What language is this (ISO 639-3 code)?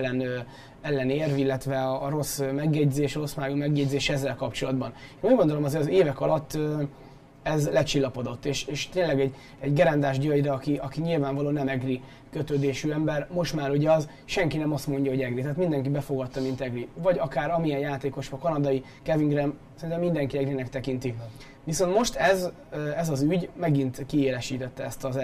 hun